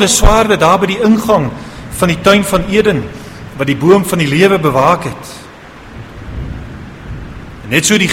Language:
Afrikaans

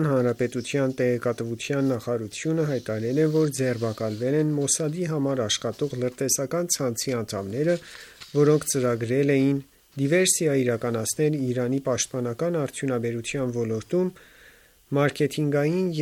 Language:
Armenian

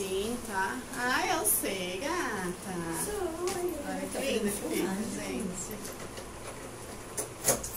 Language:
Portuguese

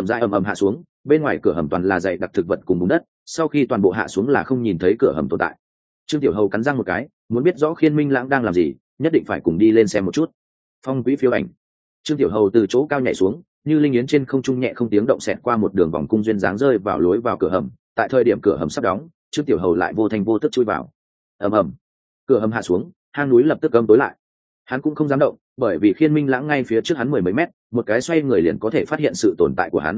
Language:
Vietnamese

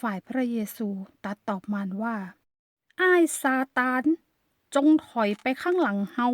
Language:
Northern Thai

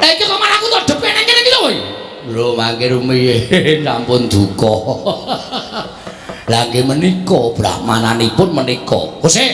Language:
Javanese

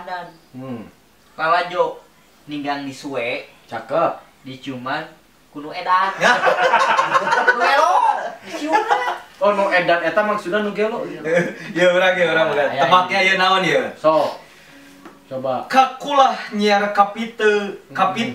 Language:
Sundanese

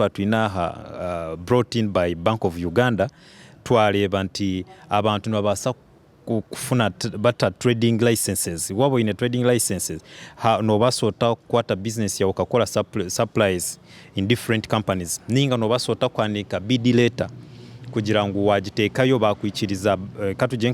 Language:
Nyankole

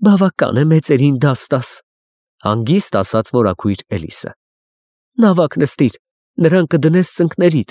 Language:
Armenian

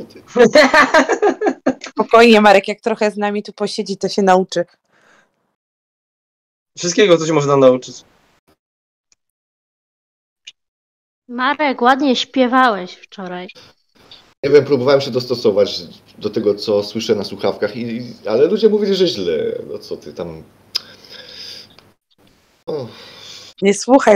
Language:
Polish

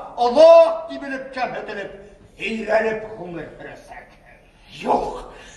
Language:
Bashkir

